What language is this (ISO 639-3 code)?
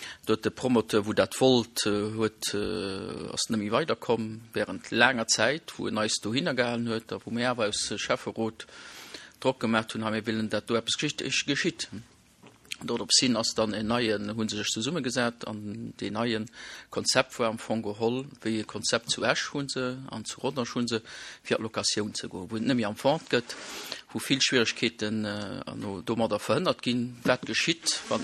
ltz